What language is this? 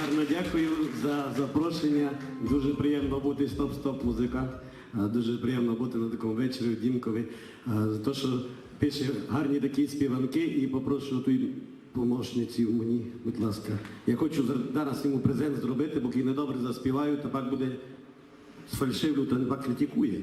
Rusyn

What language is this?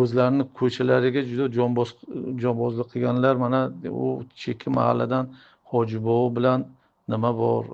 Uzbek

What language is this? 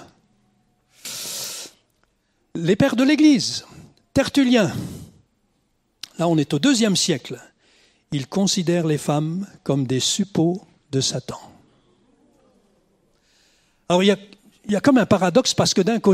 French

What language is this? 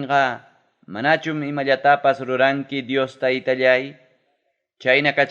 Ayacucho Quechua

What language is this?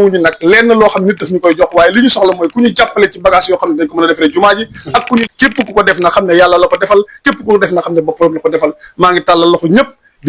Wolof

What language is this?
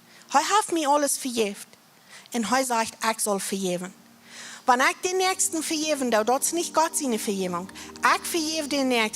Plautdietsch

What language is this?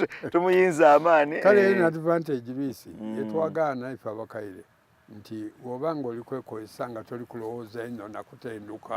Soga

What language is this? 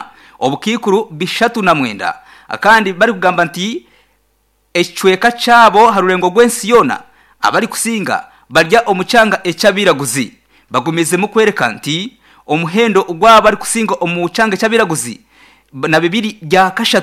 Nyankole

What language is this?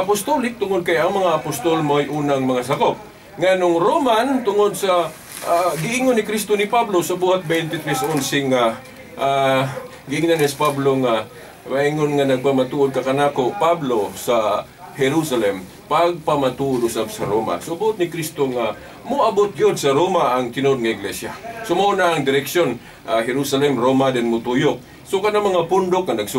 Cebuano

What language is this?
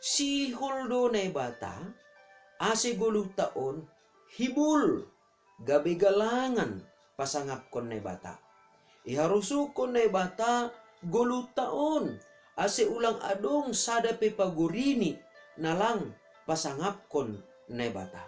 Batak Simalungun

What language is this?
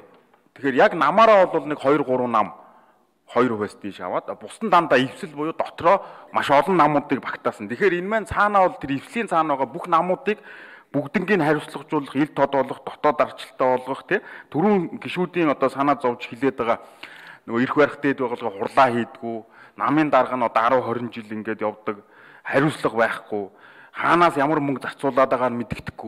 Mongolian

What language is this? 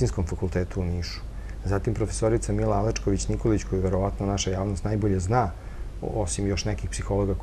Serbian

